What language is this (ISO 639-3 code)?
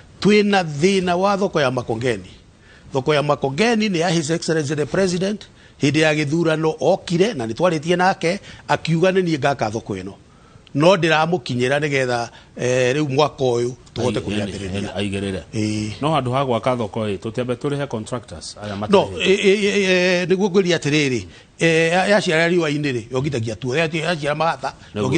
kik